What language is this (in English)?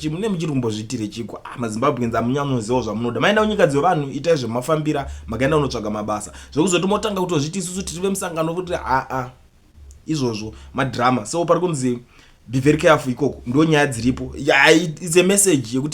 Shona